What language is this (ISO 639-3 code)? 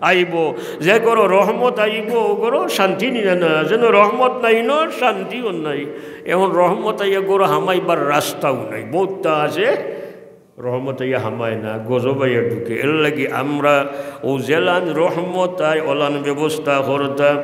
syl